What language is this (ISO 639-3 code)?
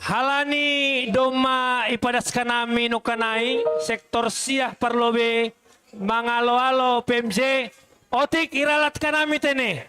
bts